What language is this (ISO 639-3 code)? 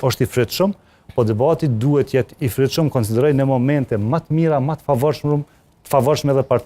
sqi